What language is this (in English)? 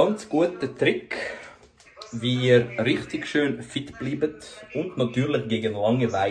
Swiss German